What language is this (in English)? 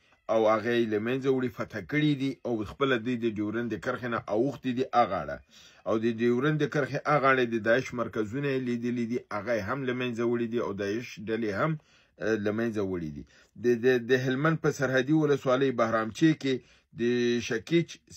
Pashto